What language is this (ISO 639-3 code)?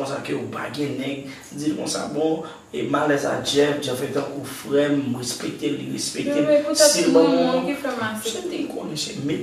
hat